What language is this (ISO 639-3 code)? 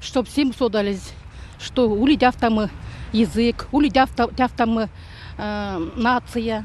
myv